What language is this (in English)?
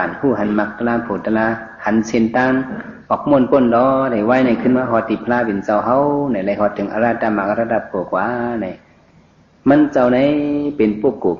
Shan